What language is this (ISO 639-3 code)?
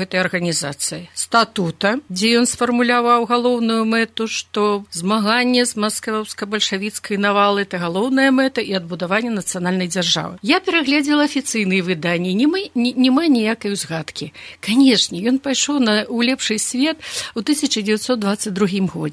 bel